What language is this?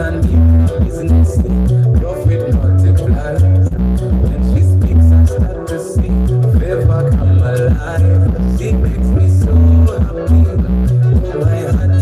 Soga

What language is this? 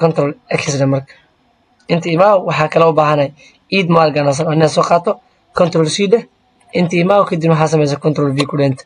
Somali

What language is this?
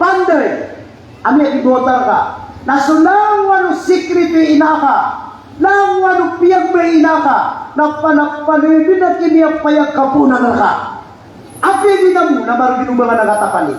Maranao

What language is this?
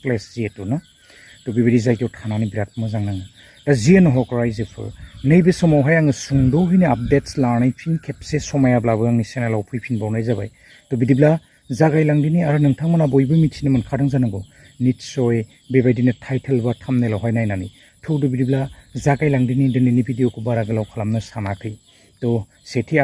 Bodo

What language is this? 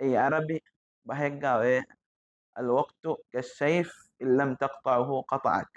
Divehi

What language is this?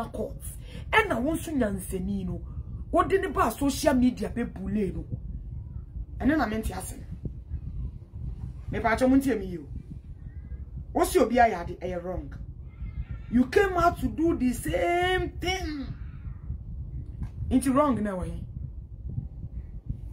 Akan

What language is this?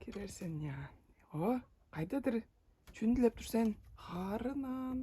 Tuvinian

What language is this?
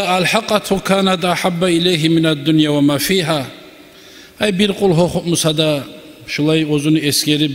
Kumyk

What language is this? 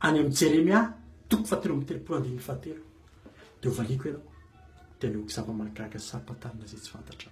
Malagasy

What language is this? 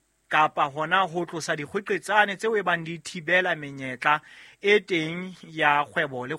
Southern Sotho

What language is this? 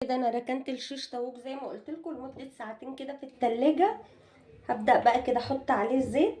Egyptian Arabic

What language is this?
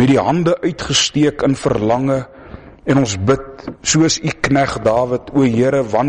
Afrikaans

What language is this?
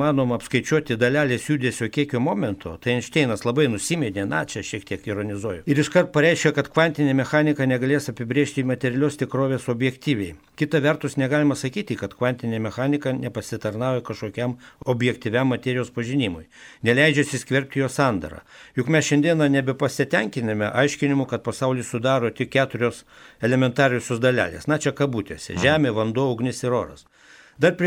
Lithuanian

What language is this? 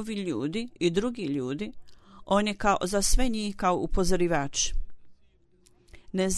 Bosnian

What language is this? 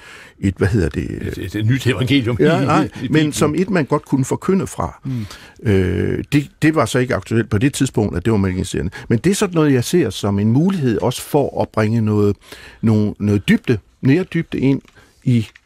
Danish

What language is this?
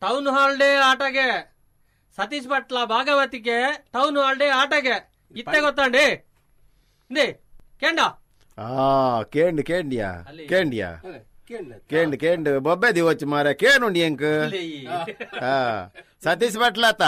Tulu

